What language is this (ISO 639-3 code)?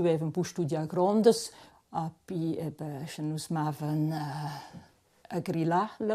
roh